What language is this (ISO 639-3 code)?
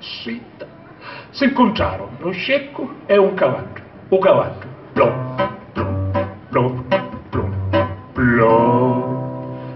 scn